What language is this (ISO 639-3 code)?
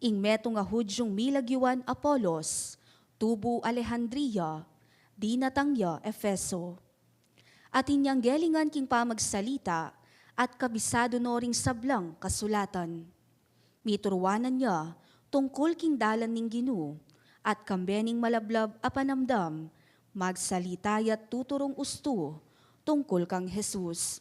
pam